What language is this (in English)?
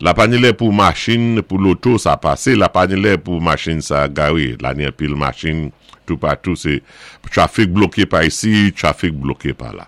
Saint Lucian Creole French